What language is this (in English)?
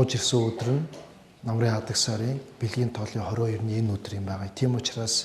Mongolian